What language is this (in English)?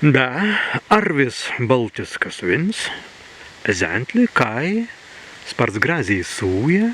Prussian